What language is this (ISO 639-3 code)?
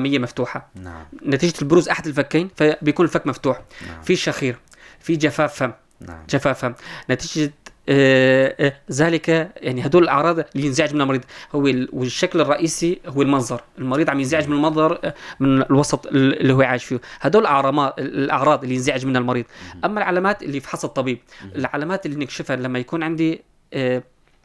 apc